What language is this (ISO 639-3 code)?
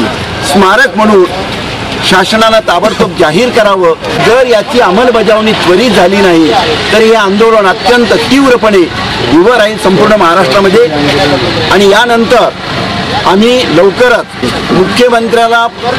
mar